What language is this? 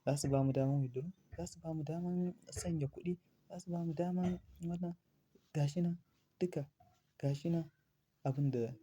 Hausa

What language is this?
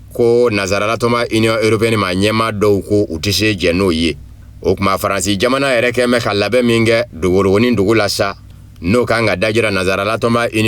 Bambara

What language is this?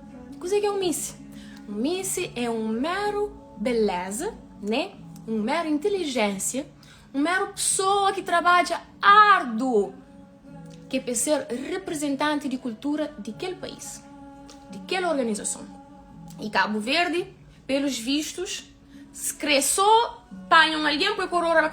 Kabuverdianu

